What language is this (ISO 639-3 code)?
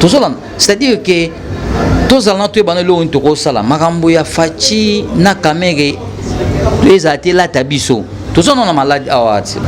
lin